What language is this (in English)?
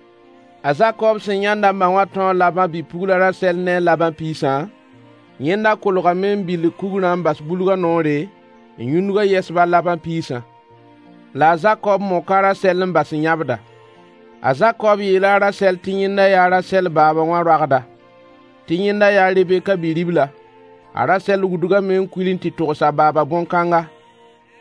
Mossi